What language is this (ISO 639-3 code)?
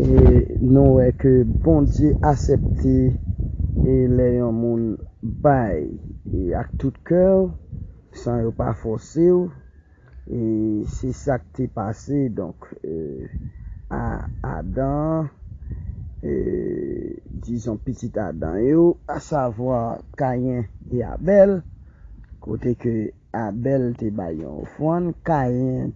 hat